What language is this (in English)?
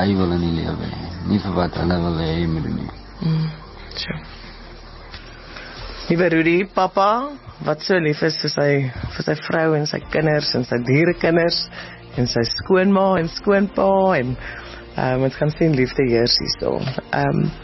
Afrikaans